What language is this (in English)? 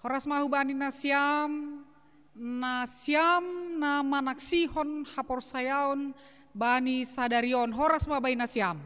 Batak Simalungun